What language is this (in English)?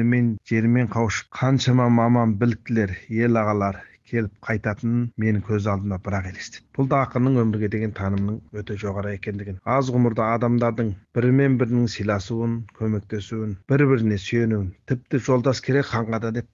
Kazakh